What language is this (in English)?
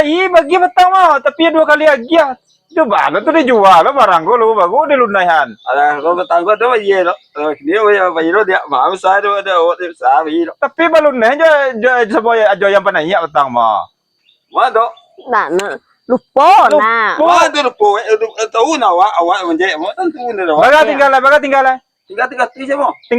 Minangkabau